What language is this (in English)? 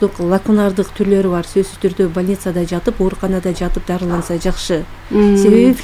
Kyrgyz